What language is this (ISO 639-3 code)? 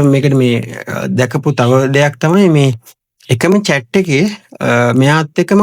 sin